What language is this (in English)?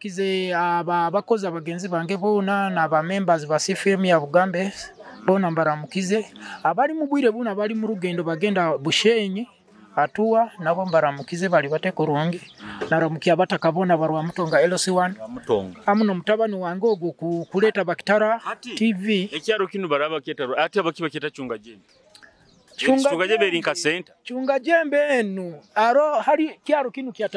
Nyoro